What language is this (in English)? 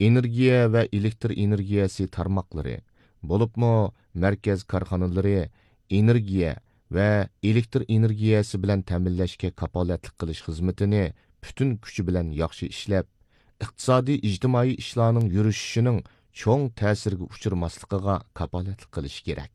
Uyghur